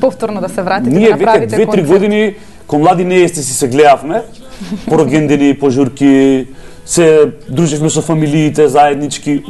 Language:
Macedonian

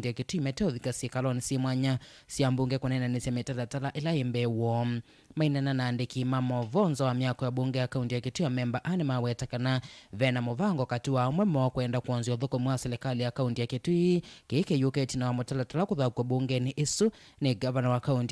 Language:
Kamba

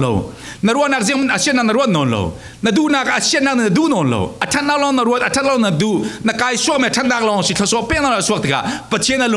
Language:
Falam Chin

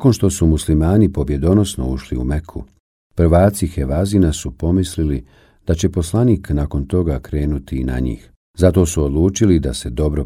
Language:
Bosnian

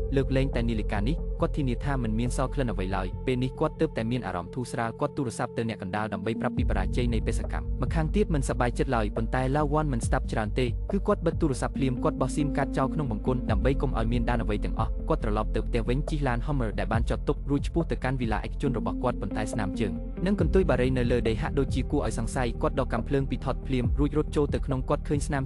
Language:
Khmer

